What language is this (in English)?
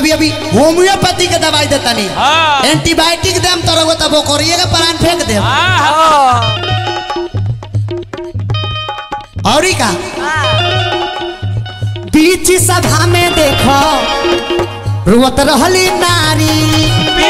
Bhojpuri